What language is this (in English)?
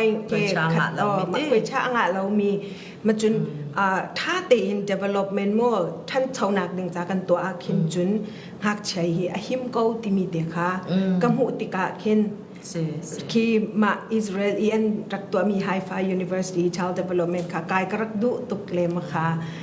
Falam Chin